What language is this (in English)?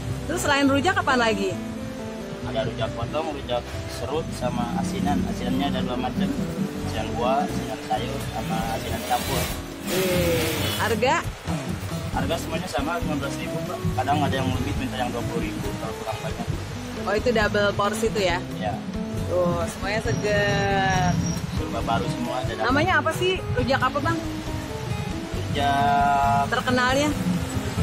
Indonesian